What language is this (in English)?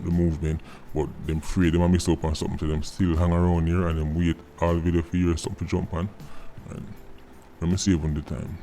Jamaican Creole English